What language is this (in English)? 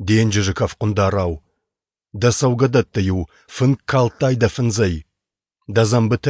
Ossetic